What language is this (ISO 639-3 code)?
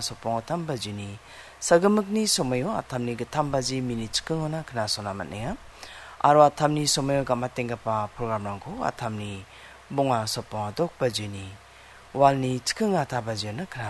grt